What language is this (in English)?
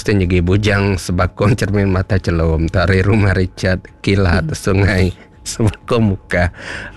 Iban